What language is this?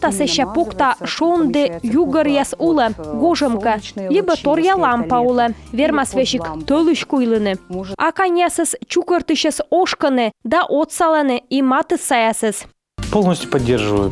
Komi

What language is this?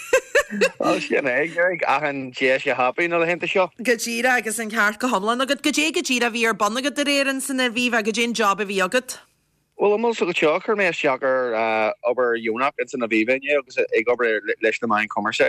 Irish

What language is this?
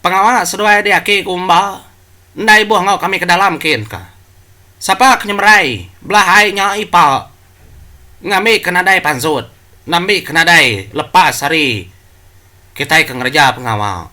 Iban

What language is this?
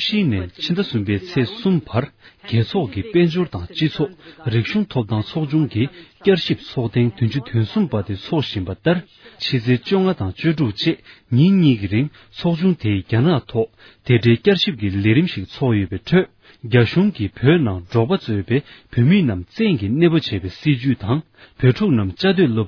Tibetan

